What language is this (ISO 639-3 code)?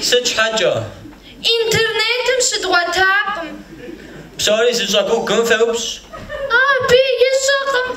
kbd